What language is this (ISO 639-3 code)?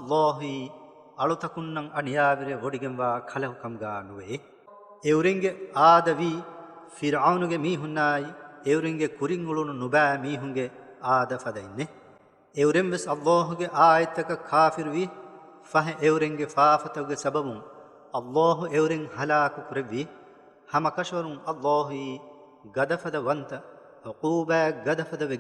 div